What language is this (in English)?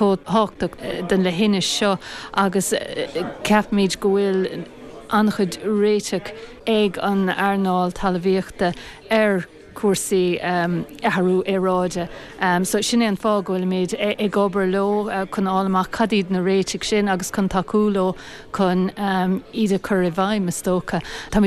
Irish